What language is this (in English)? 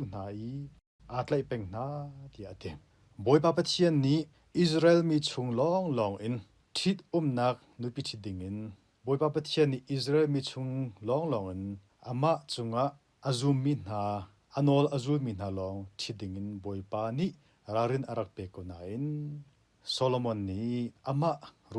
Hakha Chin